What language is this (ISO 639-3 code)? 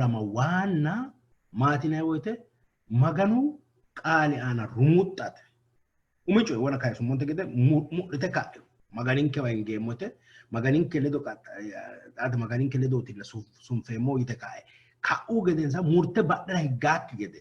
sid